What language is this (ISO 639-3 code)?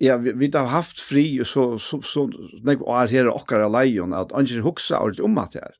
fao